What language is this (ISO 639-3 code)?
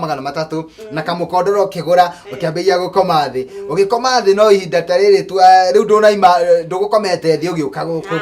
kik